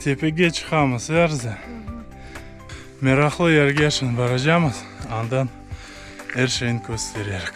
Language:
Crimean Tatar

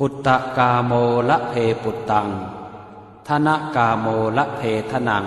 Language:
Pali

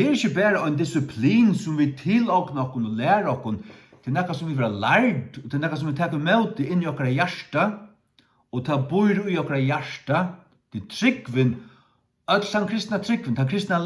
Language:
Faroese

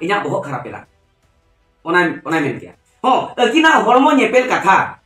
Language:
Santali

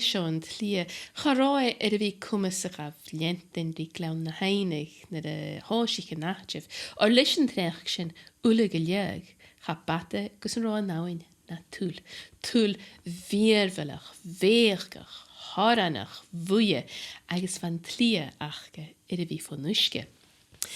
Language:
Scottish Gaelic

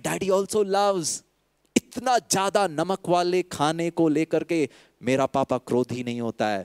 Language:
Hindi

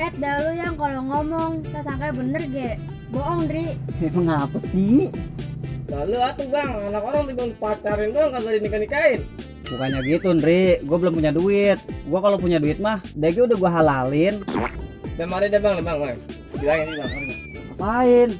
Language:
Betawi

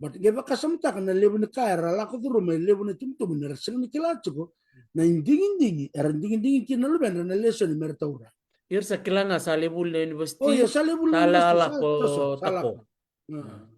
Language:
Fijian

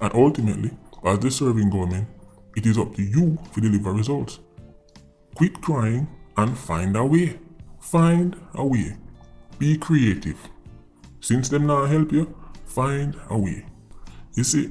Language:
Jamaican Creole English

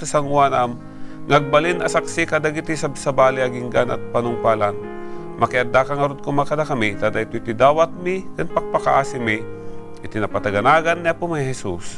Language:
Iloko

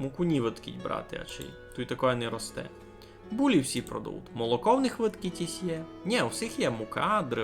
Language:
Rusyn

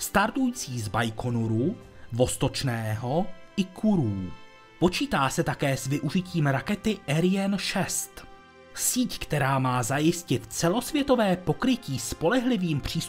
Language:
Czech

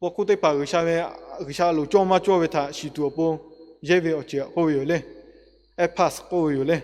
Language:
Lahu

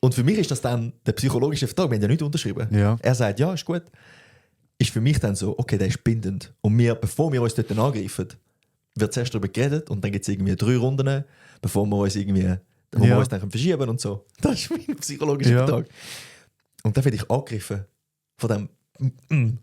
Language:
Swiss German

